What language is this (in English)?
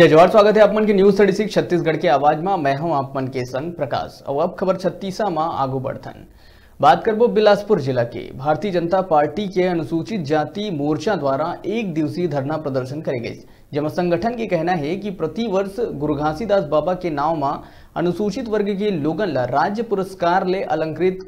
Chhattisgarhi